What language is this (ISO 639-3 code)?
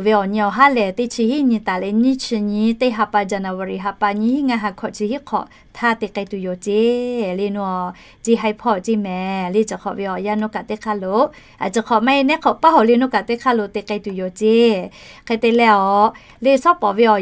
lhu